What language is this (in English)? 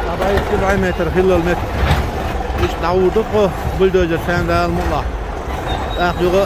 Chechen